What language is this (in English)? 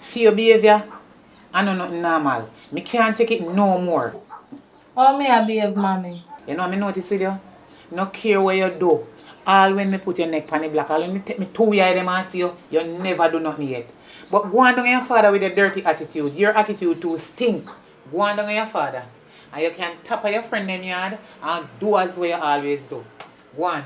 Jamaican Creole English